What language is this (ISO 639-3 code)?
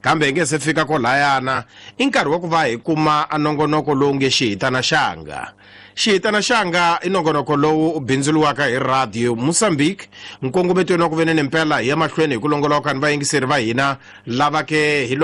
tso